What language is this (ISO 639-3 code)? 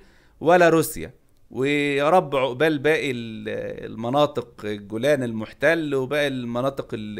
arz